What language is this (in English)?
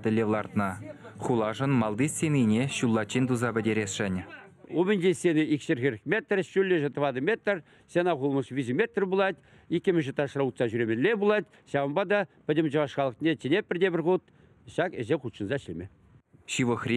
Chuvash